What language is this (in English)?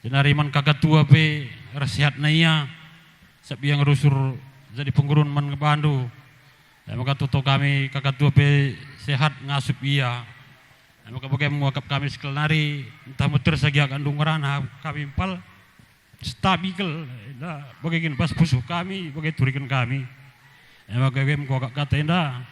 Batak Karo